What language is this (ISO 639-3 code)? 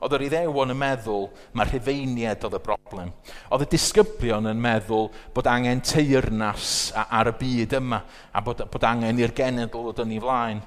cym